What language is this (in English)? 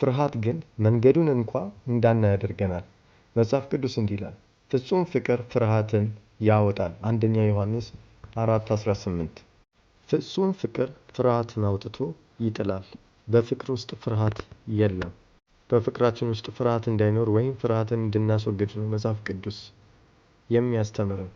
Amharic